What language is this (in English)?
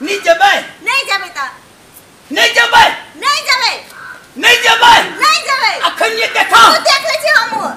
Maithili